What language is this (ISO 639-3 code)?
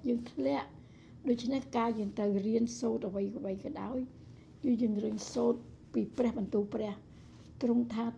khm